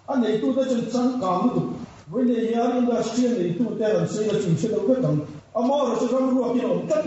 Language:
Mizo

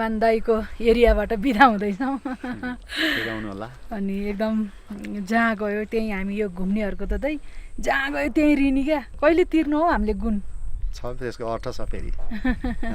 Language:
Nepali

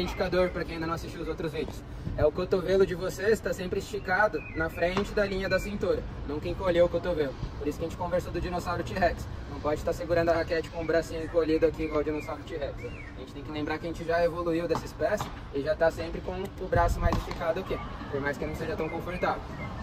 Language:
Portuguese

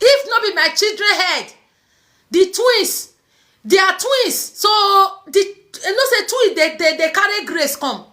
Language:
Nigerian Pidgin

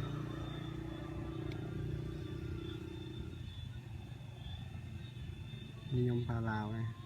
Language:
Lao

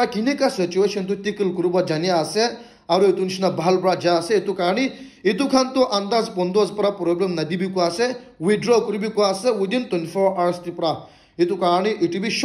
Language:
Naga Pidgin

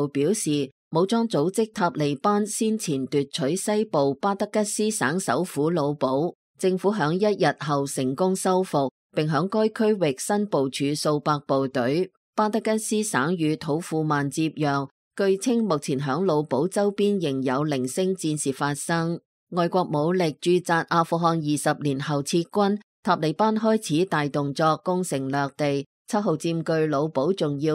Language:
Cantonese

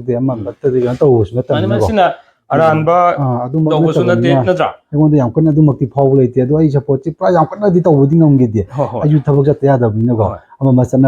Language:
Manipuri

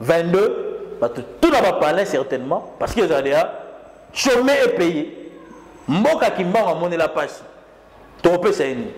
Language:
Lingala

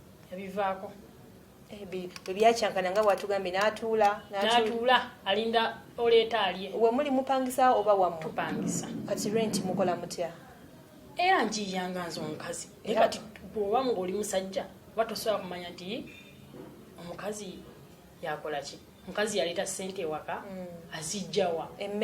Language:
Ganda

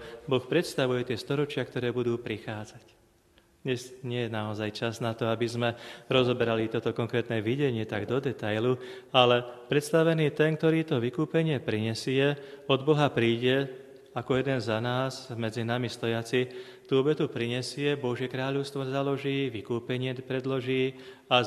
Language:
Slovak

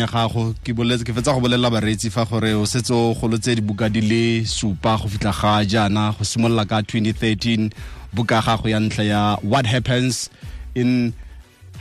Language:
Tswana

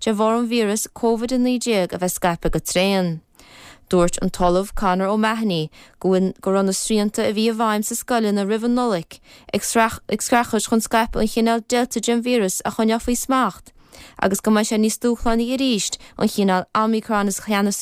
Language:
Irish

